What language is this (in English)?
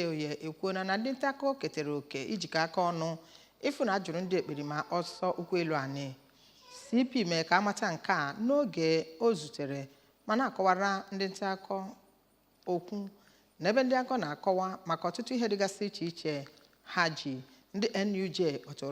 Igbo